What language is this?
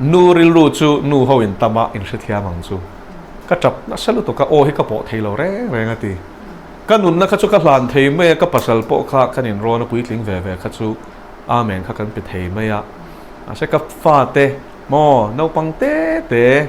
Mizo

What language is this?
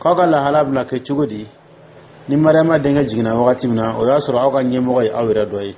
Dyula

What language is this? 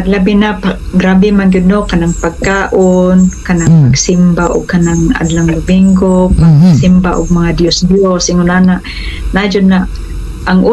Cebuano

